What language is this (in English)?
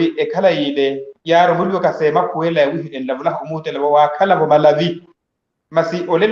Makhuwa